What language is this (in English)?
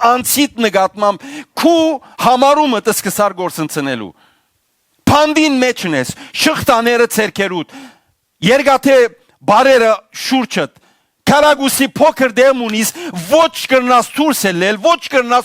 Western Armenian